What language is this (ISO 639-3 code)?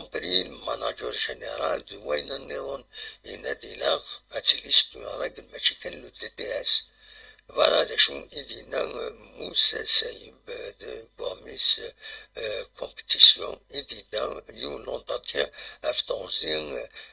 kab